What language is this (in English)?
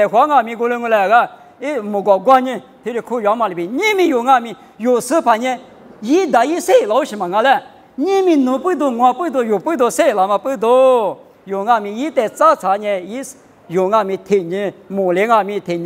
Lisu